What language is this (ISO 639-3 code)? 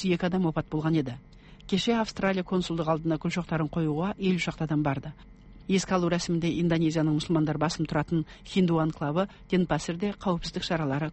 kaz